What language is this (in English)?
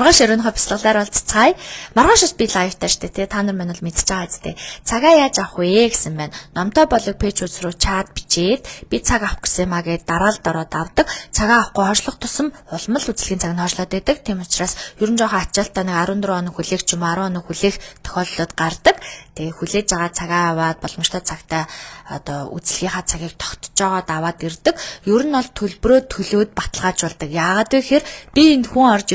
Mongolian